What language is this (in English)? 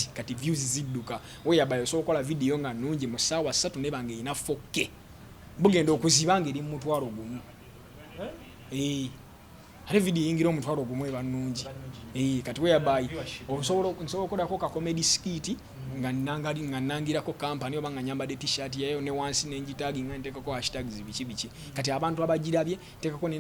Ganda